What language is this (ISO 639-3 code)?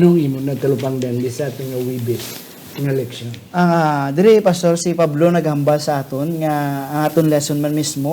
hil